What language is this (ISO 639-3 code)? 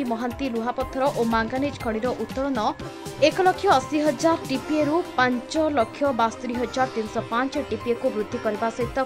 ori